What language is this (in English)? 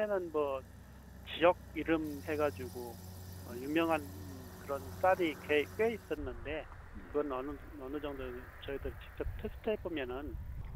Korean